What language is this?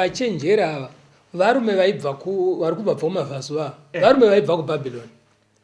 Shona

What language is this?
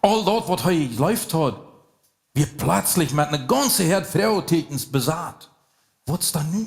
Plautdietsch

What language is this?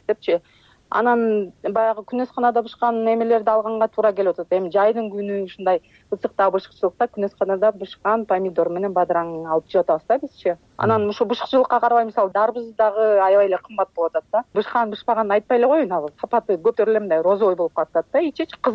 Kyrgyz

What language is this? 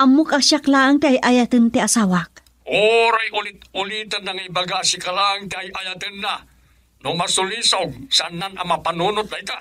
Iloko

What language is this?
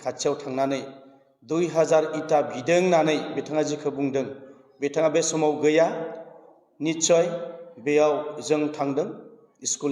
Bodo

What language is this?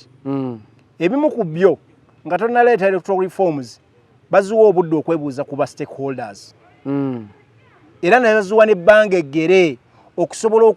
Ganda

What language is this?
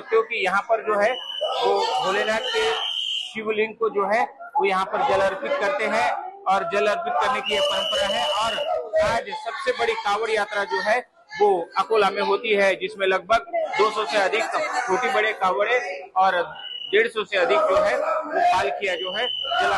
Hindi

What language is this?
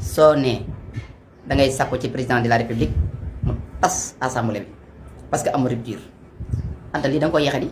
Wolof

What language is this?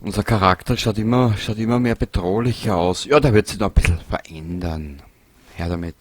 Bavarian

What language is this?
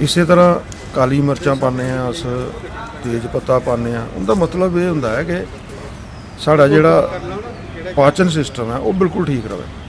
Dogri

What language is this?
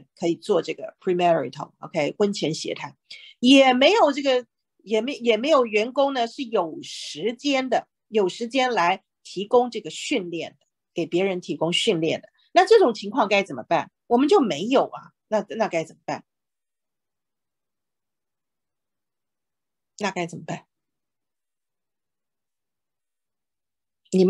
Chinese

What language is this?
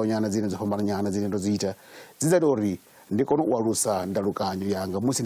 Venda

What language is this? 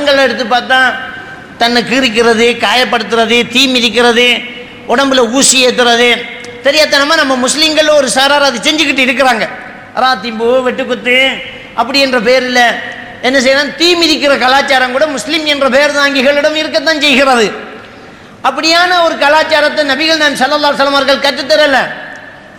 Tamil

